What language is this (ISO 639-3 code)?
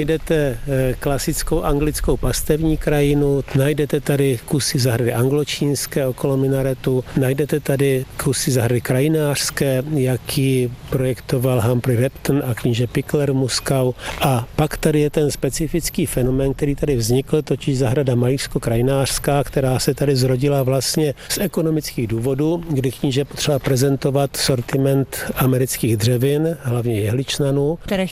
ces